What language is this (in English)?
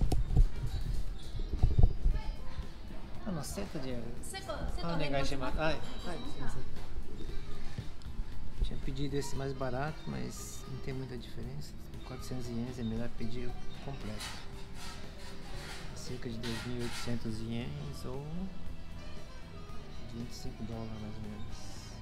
Portuguese